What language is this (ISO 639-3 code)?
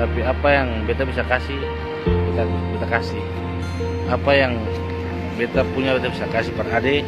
abs